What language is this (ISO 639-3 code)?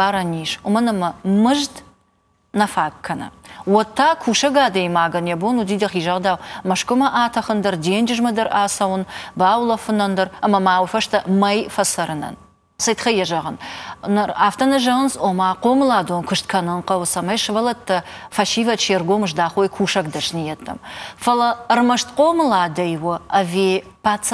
oss